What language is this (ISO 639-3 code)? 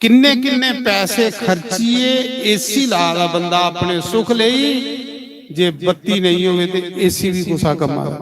doi